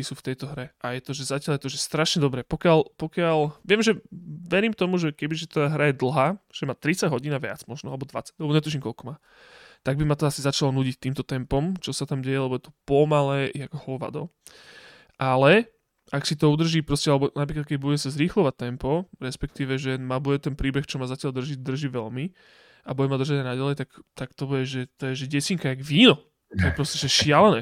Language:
Slovak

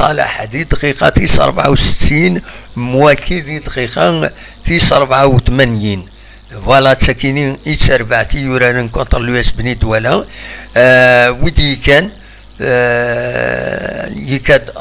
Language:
Kabyle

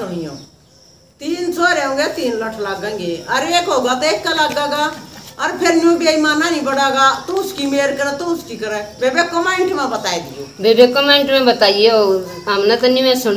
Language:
Haryanvi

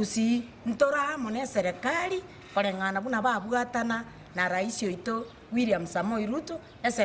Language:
Gusii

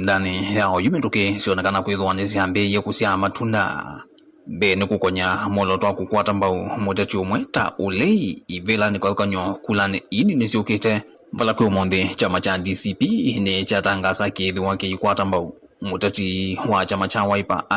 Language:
Kamba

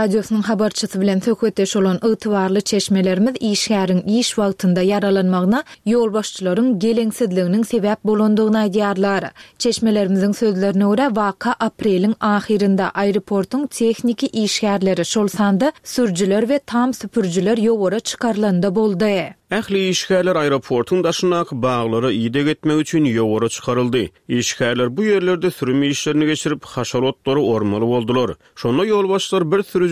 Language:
Turkmen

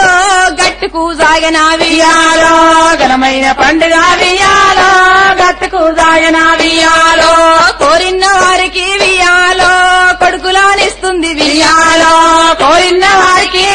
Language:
Telugu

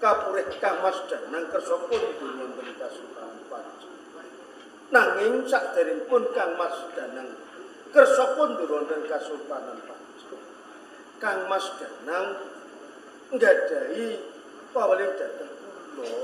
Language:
Javanese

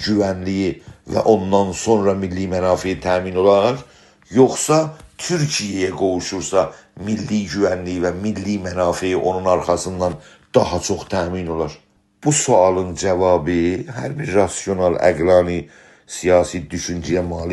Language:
South Azerbaijani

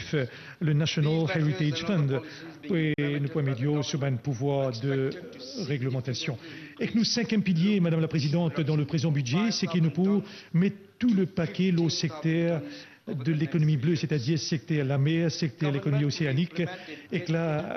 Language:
Morisyen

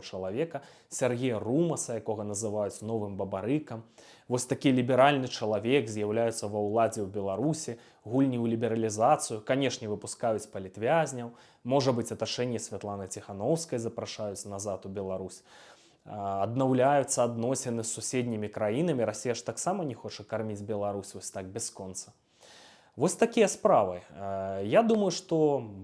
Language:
Belarusian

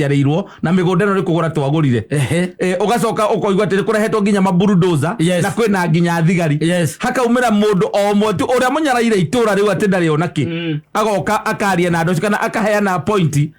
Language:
Kikuyu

